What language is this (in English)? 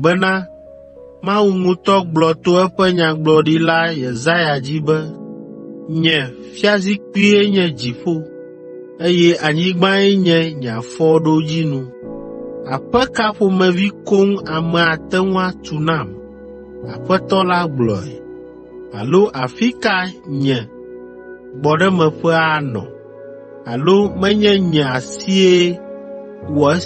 Ewe